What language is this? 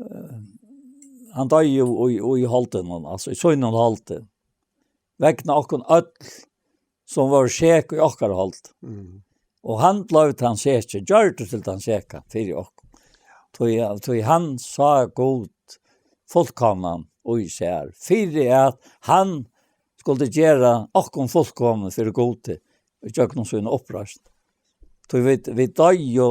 Faroese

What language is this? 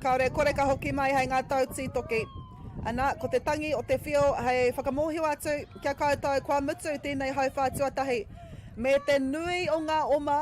Māori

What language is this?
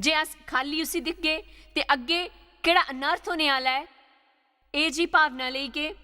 Dogri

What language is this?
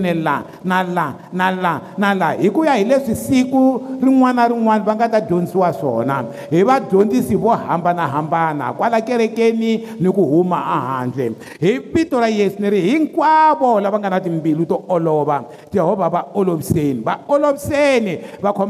Tsonga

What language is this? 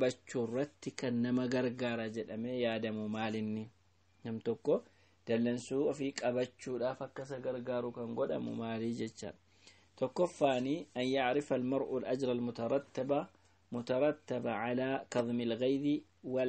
Oromo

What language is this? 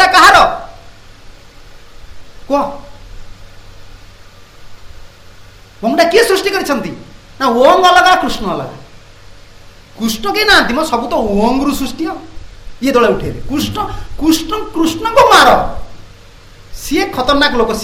Odia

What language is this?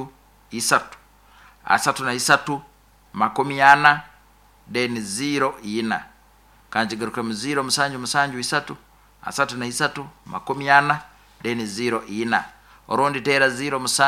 Nyoro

